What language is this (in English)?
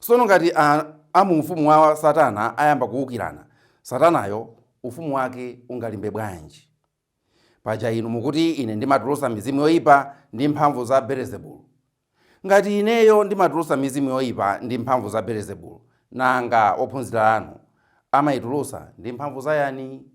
Nyanja